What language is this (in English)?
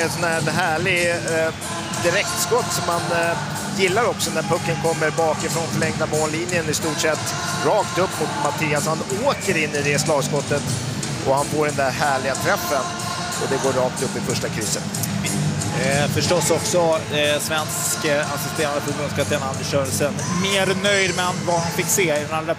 Swedish